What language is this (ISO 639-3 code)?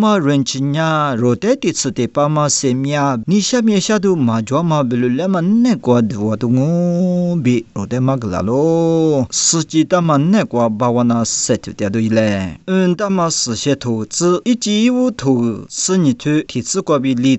lis